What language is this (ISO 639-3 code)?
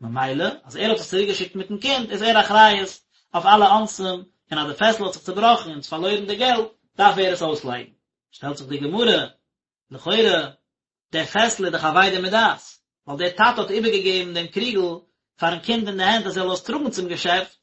yid